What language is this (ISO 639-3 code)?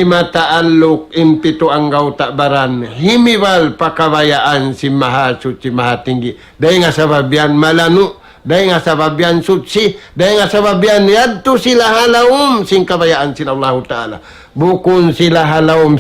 tsg